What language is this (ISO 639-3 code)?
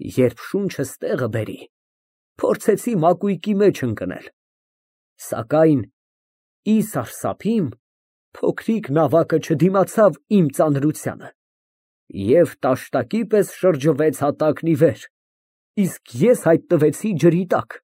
hye